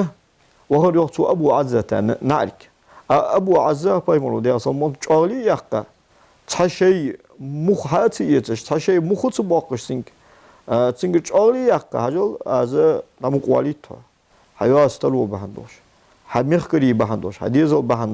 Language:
Ingush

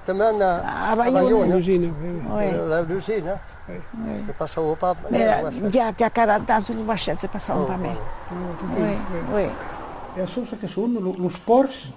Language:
Occitan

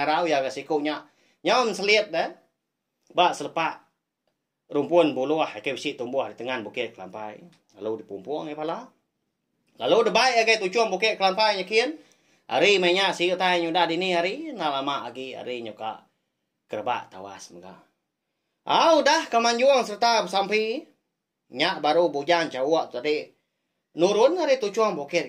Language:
Iban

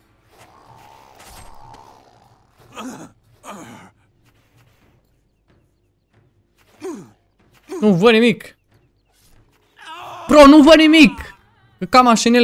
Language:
Romanian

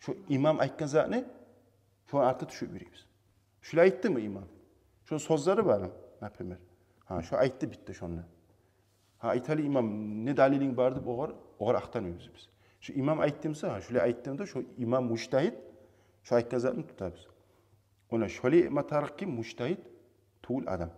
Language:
Kumyk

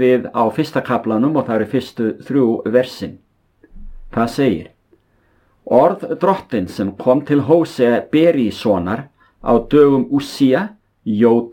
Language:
Icelandic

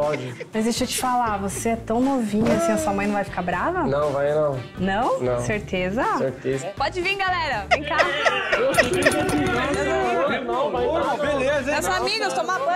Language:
Portuguese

